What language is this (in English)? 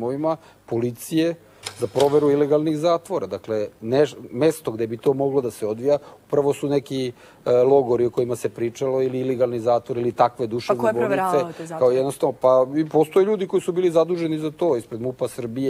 Serbian